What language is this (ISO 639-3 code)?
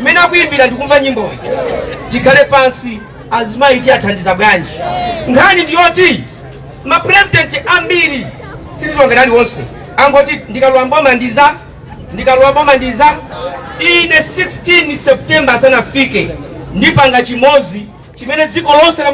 nya